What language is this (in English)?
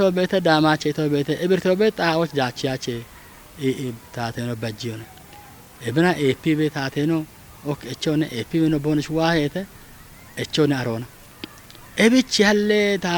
Kafa